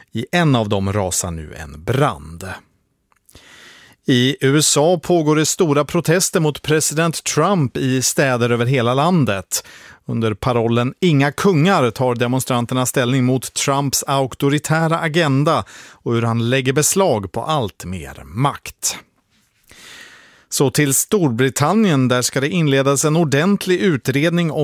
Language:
Swedish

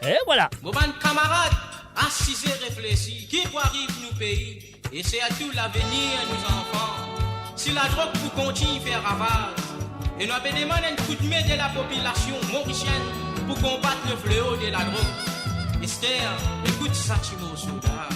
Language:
Morisyen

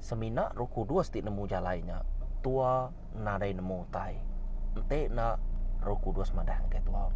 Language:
Iban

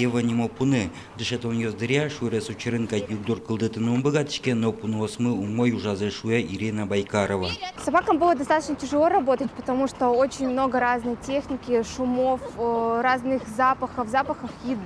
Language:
Udmurt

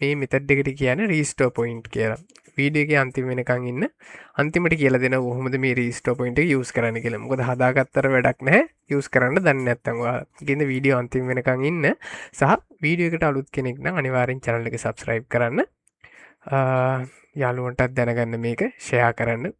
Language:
Sinhala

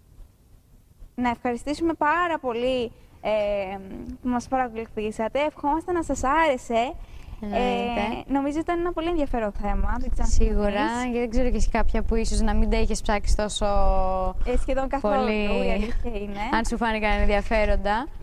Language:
Greek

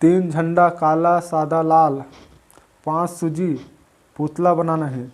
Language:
Chhattisgarhi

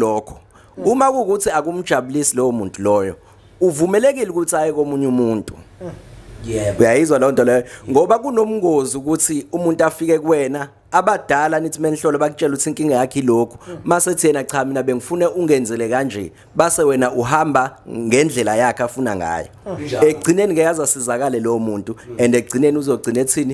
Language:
Zulu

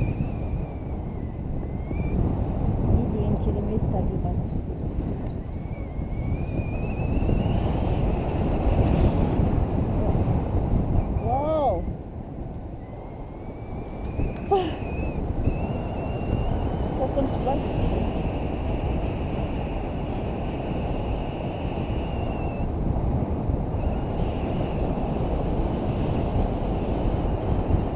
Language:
Kazakh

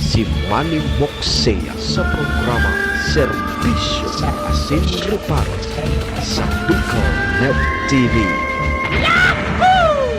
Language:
Bikol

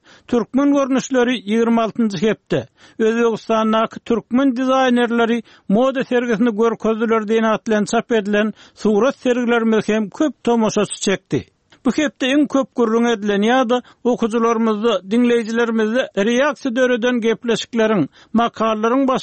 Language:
Turkmen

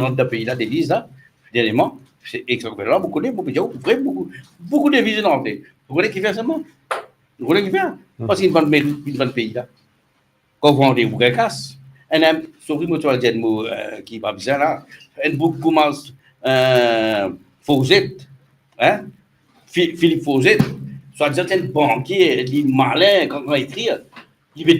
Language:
Morisyen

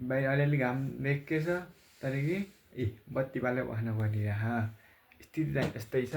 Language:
Nepali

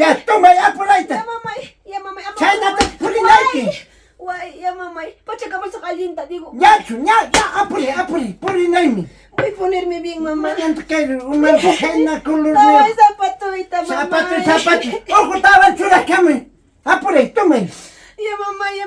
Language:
Ayacucho Quechua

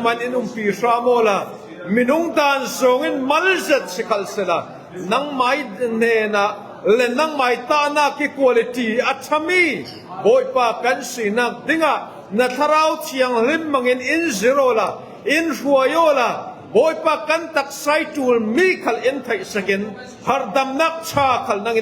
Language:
Falam Chin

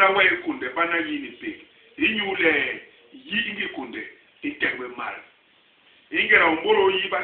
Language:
Basaa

